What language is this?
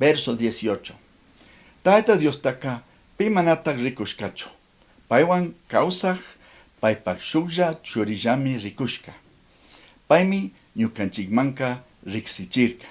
Chimborazo Highland Quichua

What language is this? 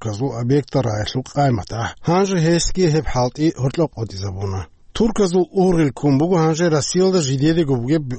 Avaric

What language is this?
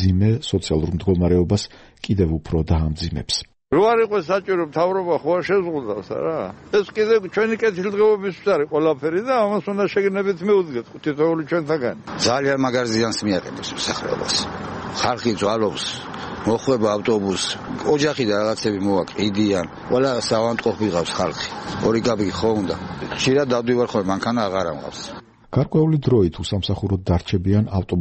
Georgian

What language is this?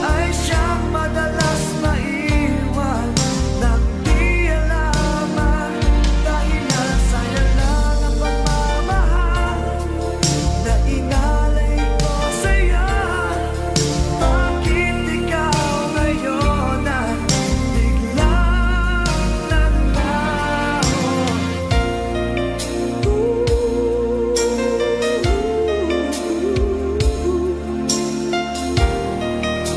Filipino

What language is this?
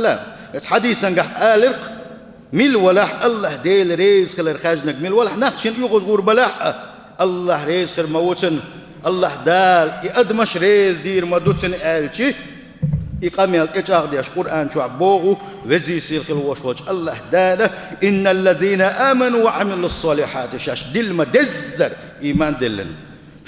Chechen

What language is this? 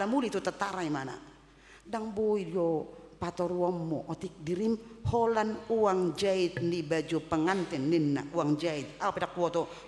Batak Toba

